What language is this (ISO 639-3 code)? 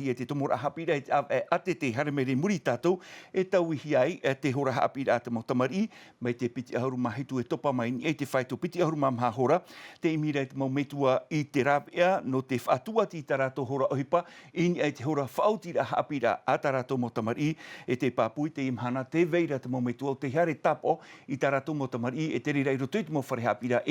tah